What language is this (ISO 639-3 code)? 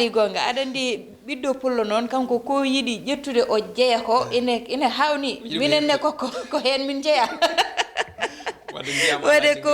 ful